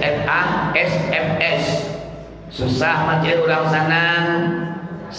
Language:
Minangkabau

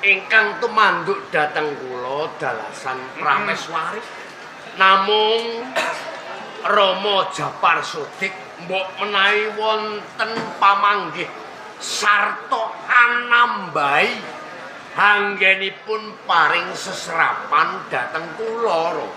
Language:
Javanese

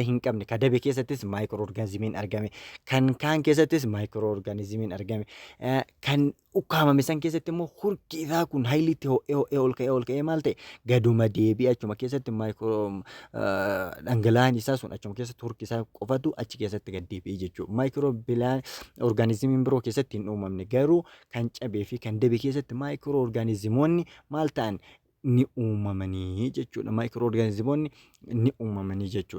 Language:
Oromo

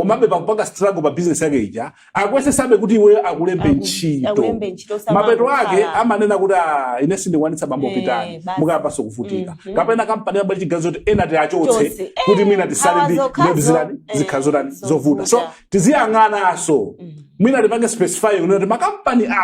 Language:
Nyanja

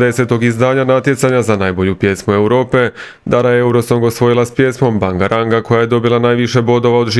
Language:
Croatian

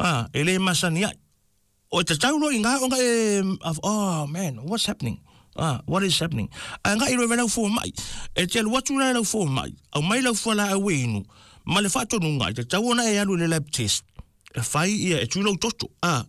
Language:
Samoan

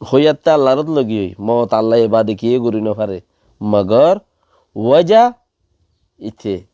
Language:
Rohingya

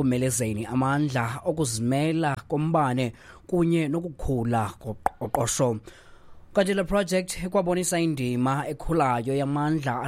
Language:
Xhosa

